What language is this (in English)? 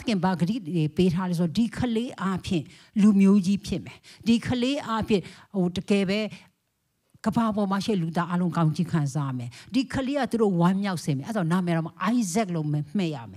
Burmese